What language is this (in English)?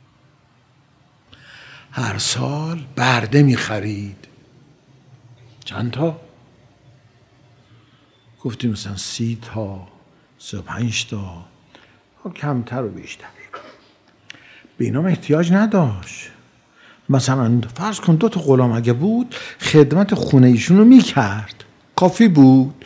Persian